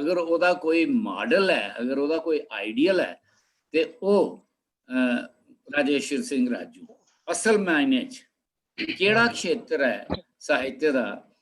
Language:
Dogri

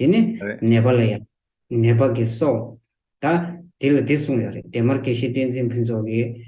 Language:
Tibetan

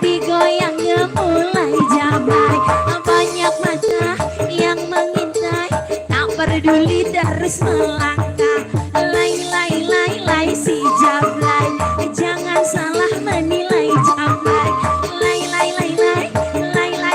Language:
Betawi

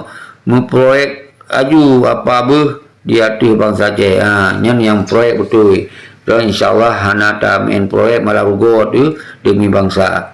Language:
Achinese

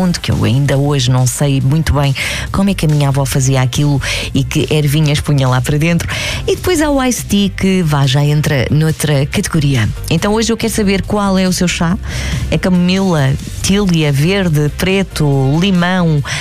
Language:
Portuguese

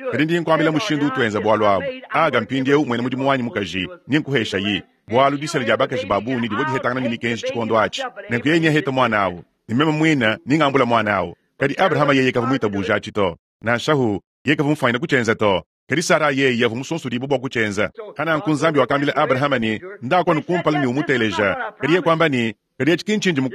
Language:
Luba-Lulua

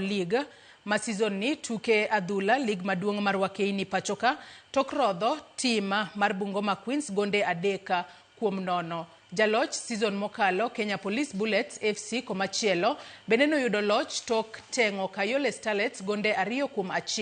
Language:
Luo (Kenya and Tanzania)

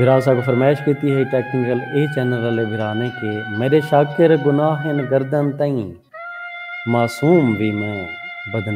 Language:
Saraiki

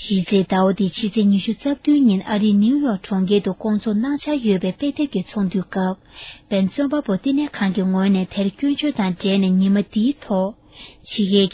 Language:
Tibetan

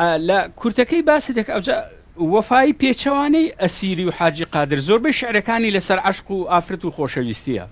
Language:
Central Kurdish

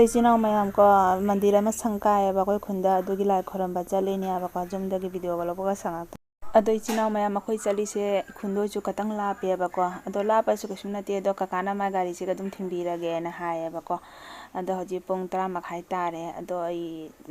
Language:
Manipuri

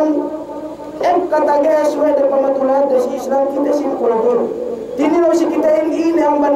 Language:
Yakan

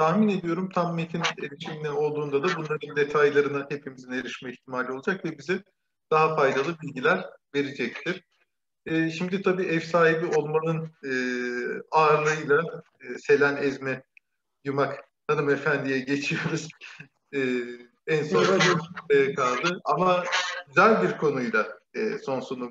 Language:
Turkish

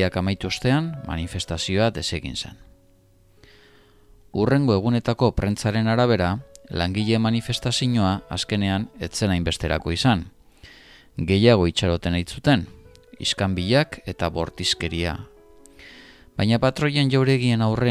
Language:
Basque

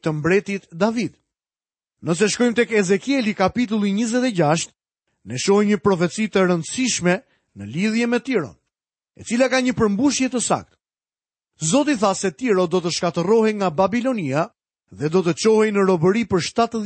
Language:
Albanian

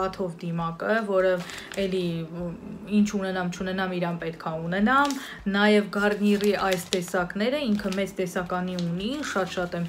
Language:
Armenian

